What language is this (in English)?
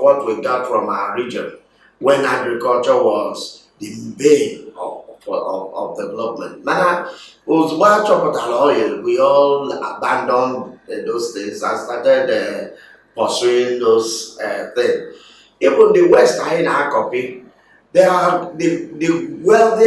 Igbo